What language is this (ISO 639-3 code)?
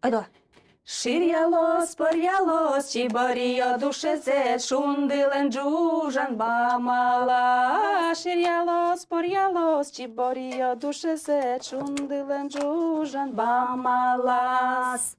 udm